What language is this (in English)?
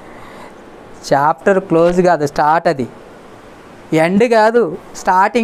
Telugu